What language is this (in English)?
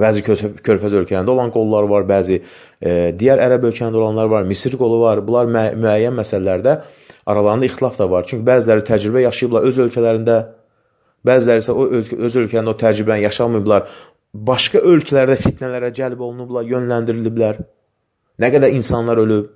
Azerbaijani